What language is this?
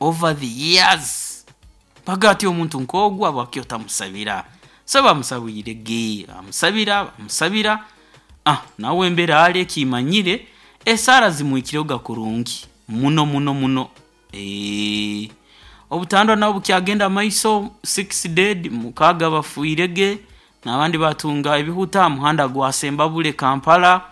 Nyoro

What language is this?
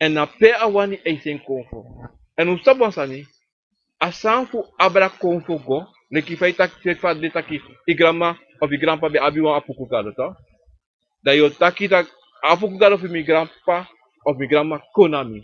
Sranan Tongo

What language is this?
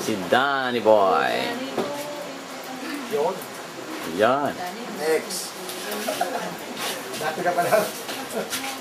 Filipino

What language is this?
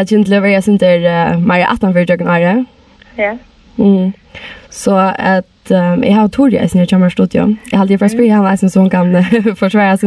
Faroese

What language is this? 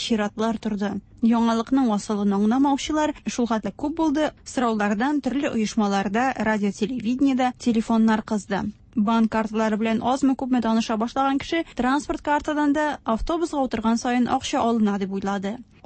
Tatar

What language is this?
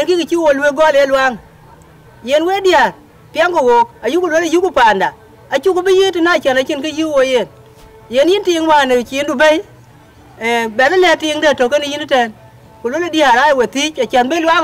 Dinka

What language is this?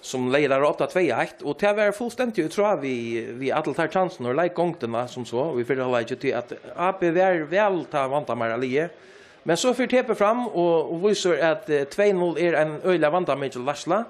Faroese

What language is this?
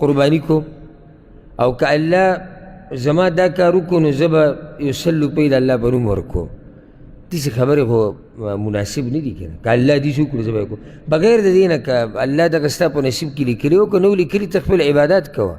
Pashto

